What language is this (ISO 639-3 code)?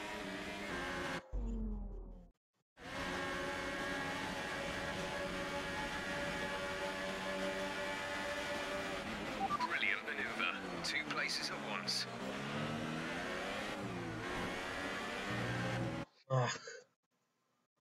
ces